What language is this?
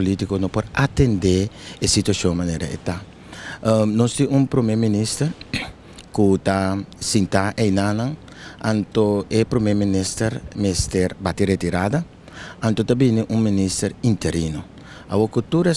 Papiamento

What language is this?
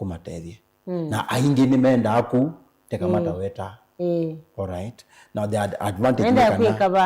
Kamba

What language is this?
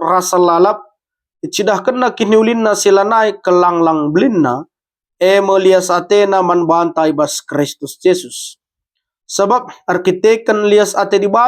Batak Karo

